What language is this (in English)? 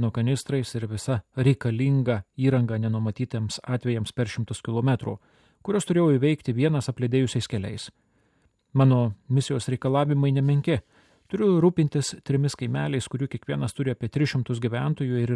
Lithuanian